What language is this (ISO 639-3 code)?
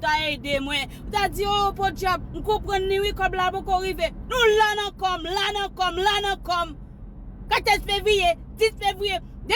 hat